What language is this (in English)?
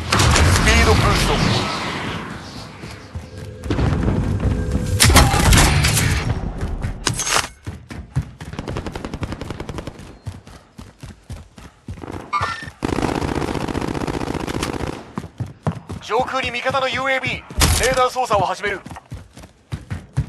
Japanese